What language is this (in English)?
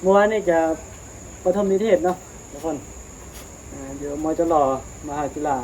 Northeastern Thai